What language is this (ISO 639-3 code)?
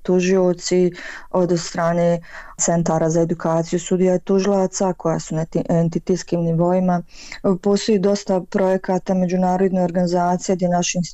bos